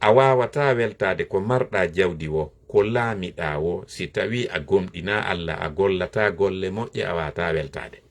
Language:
Fula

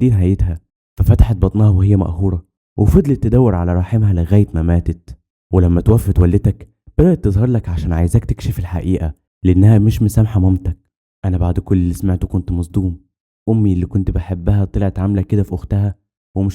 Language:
Egyptian Arabic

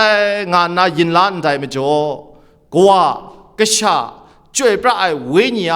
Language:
Kachin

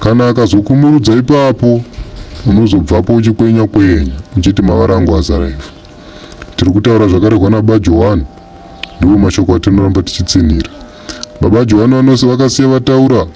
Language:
Shona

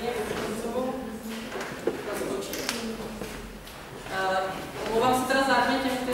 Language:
Czech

